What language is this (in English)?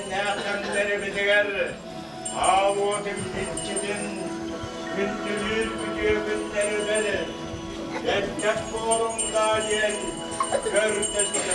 Yakut